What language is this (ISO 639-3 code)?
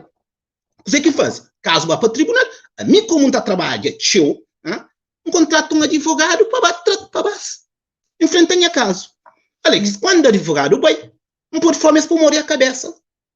kea